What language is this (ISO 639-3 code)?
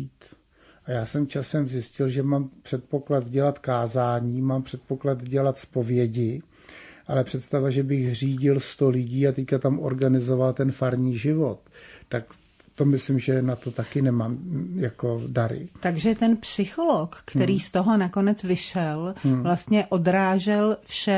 ces